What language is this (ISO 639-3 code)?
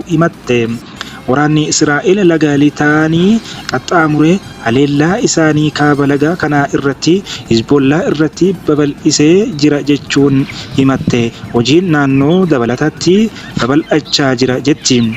orm